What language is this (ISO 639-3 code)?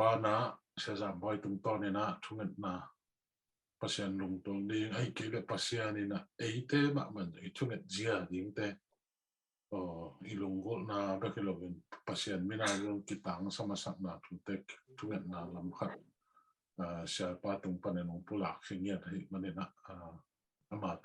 ctd